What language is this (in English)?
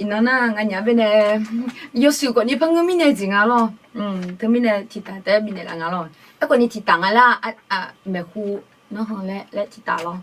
Akha